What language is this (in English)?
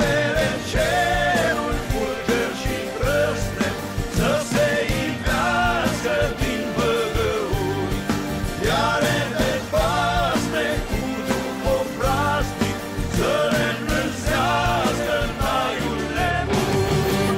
Romanian